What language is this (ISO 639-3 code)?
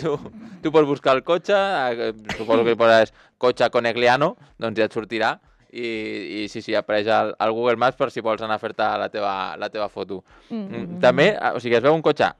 cat